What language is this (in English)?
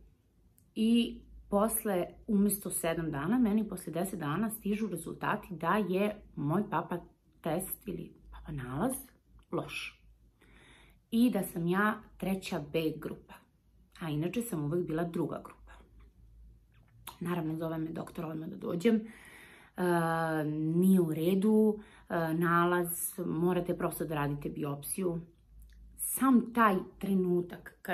Serbian